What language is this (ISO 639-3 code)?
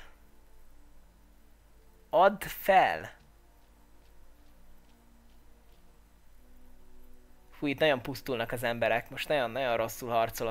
hun